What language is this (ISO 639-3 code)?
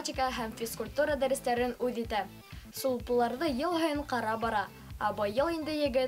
bak